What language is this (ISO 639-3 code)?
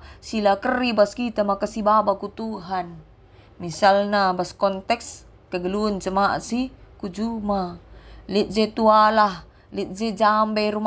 btx